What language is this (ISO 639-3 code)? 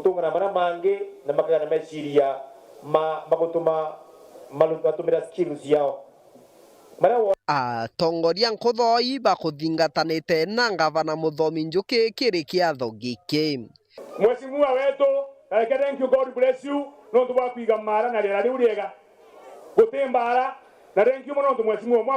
mer